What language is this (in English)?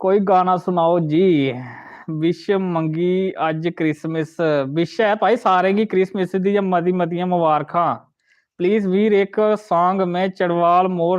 Dogri